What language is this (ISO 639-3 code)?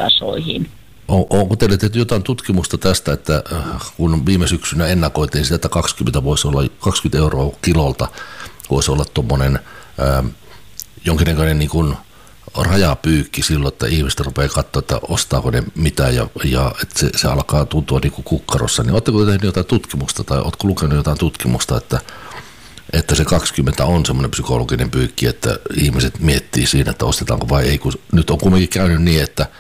fin